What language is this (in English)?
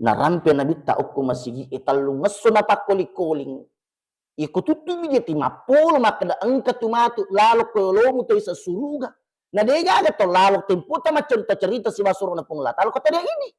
Buginese